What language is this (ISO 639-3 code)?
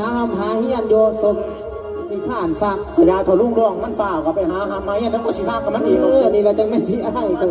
tts